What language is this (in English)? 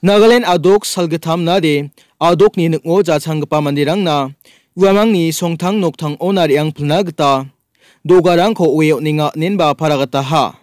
Garo